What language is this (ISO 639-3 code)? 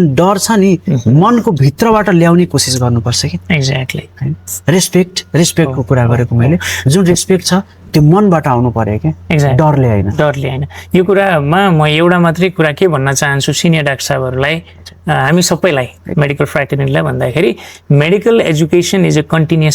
nep